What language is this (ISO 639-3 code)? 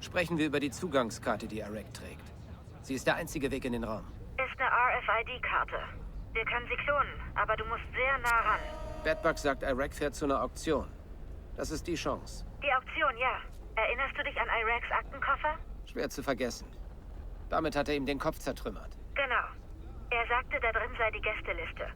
bar